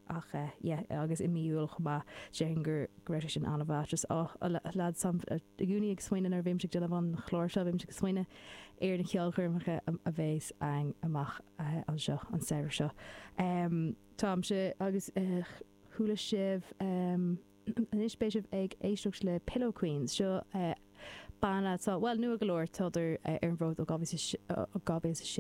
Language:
Irish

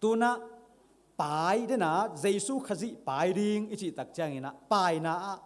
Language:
Tedim Chin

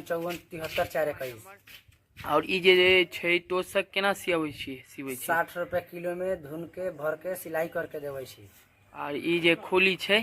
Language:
Maithili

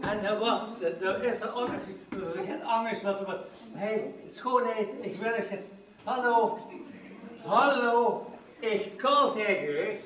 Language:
Limburgish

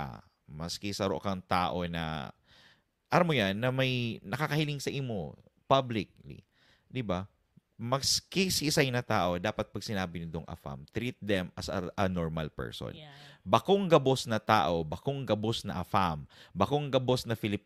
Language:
Bikol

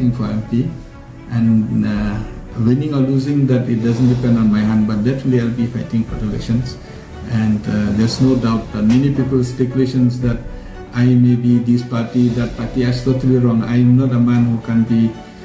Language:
Khasi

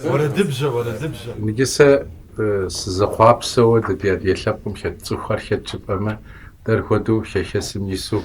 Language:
Kabardian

